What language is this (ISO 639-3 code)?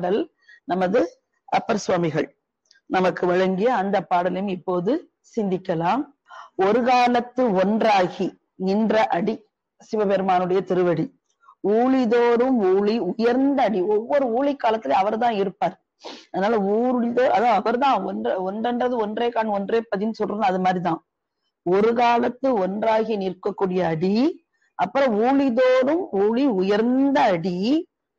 tam